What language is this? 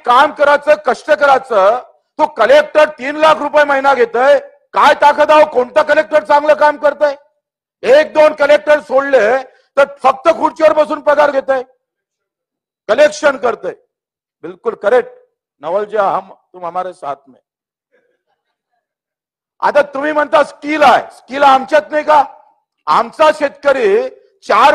Marathi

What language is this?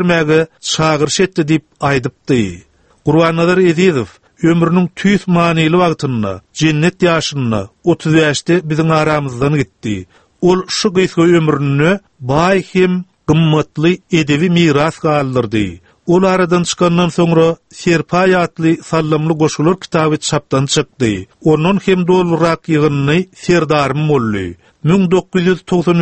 Turkmen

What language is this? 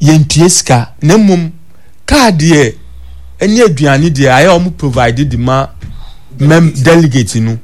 Akan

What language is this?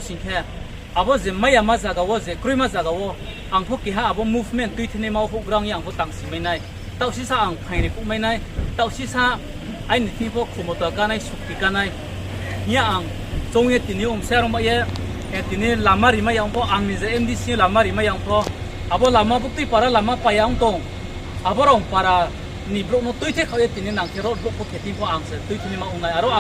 Riang (India)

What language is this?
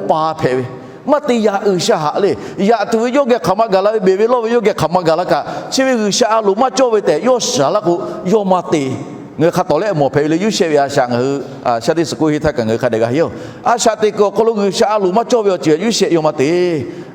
Lahu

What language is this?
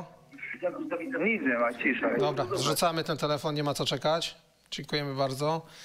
Polish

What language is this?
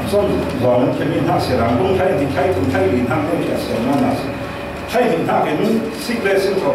Falam Chin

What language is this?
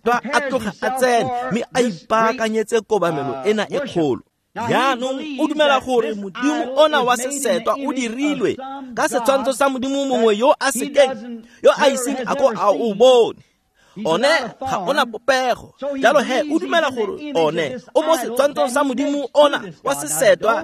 Tswana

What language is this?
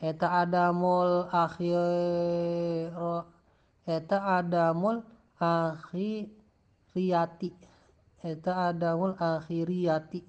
Sundanese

